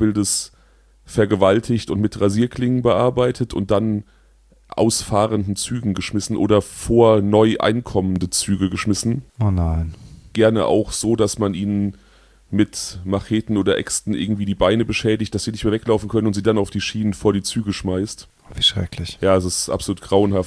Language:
German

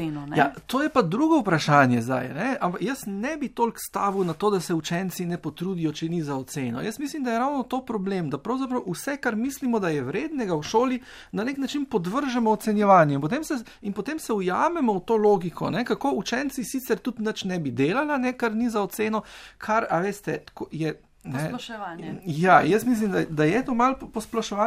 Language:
Slovenian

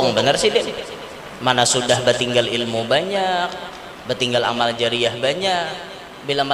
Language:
Banjar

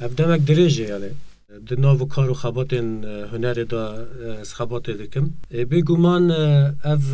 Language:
Kurdish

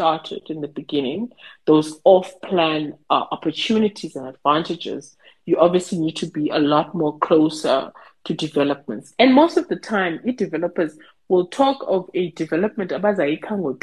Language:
Xhosa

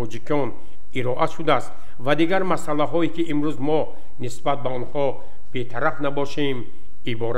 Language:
Tajik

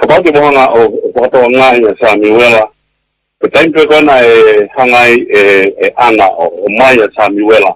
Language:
Tongan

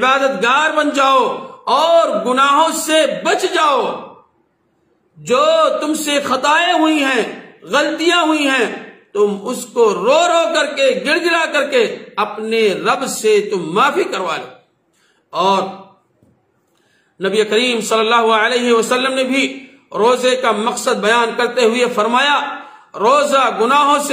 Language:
Urdu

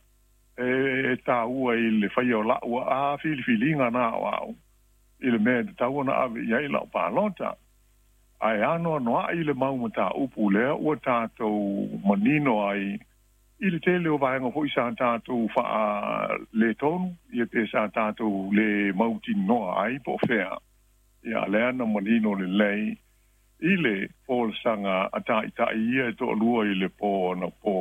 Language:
Samoan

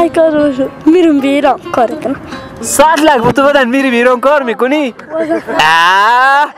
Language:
Persian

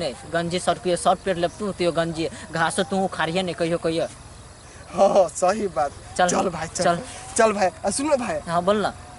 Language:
Maithili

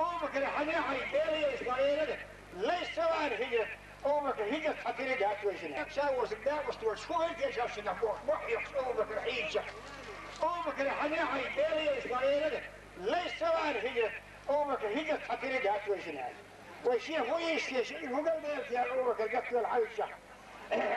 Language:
Chechen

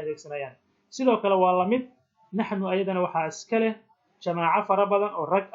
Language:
Somali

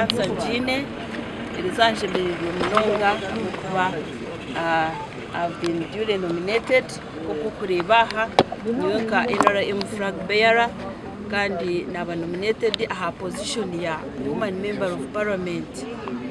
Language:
Nyankole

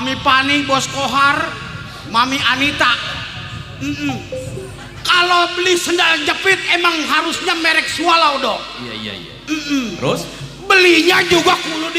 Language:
Betawi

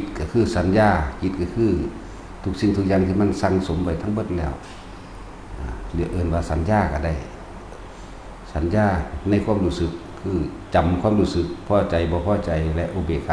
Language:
Lao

